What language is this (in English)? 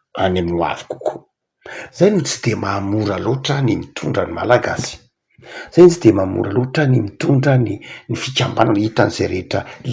Malagasy